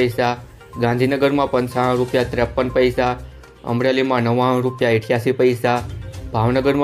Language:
Gujarati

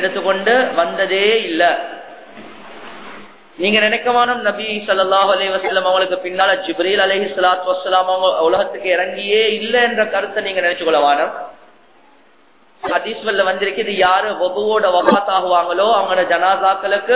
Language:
Tamil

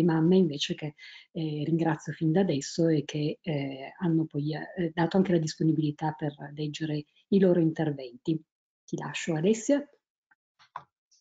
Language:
Italian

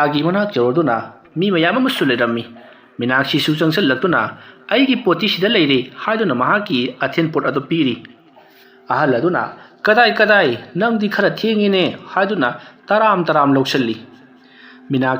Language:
Manipuri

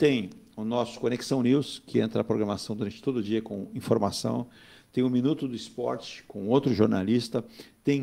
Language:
Portuguese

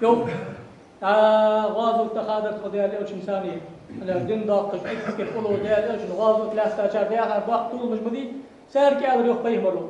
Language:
Ingush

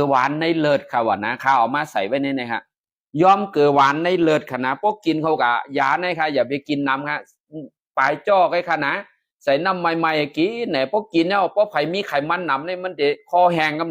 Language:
Shan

